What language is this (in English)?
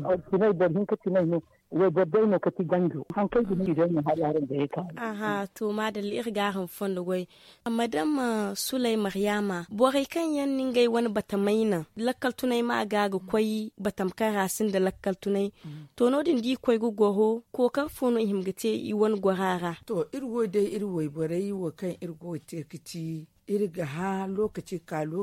Zarma